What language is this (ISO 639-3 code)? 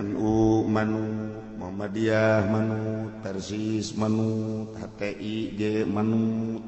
sun